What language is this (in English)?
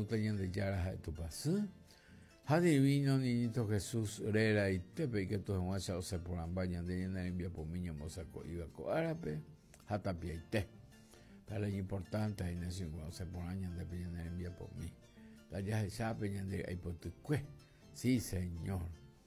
Guarani